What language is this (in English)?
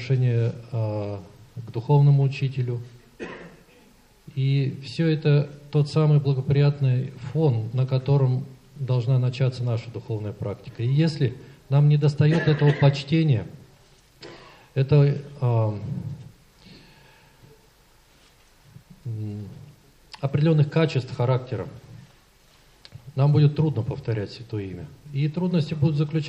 Russian